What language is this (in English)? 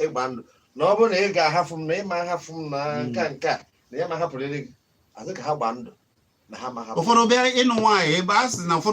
Igbo